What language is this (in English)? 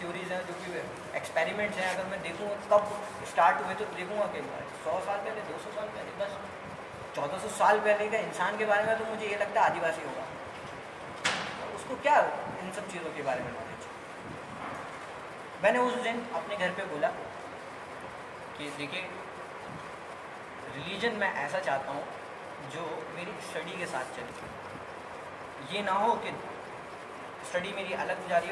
Urdu